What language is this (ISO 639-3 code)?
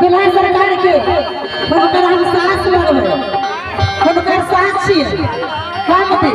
mai